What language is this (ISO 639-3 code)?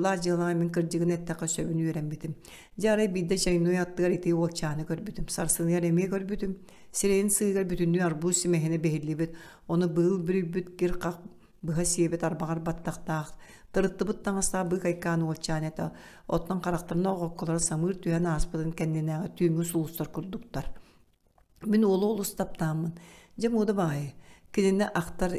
sah